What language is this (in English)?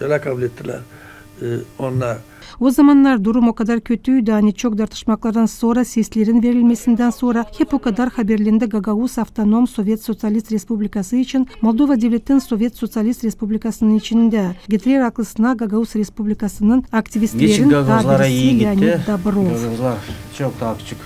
Gagauz